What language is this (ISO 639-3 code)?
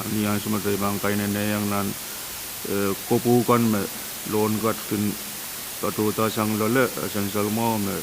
pon